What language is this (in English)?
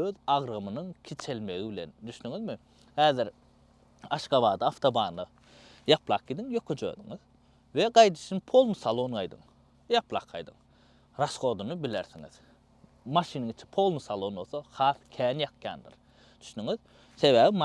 Turkmen